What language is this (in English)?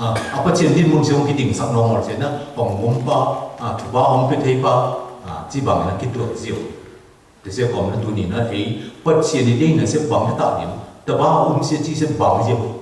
Tedim Chin